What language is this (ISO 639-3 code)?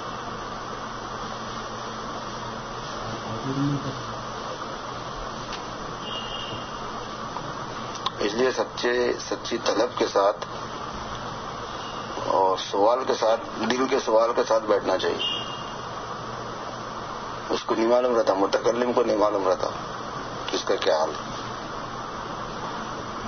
urd